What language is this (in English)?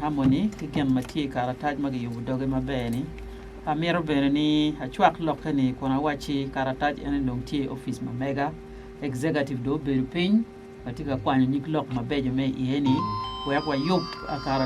Acoli